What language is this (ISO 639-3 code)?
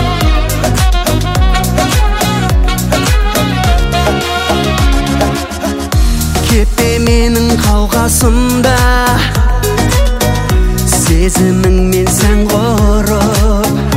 kaz